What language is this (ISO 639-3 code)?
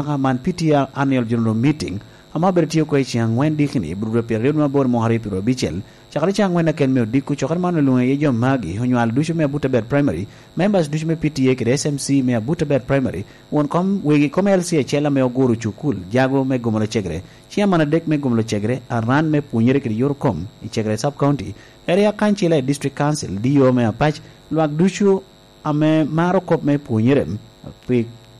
laj